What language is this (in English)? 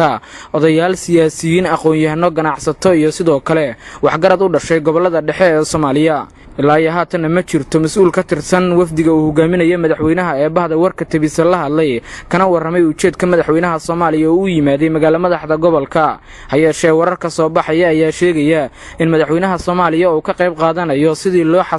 Somali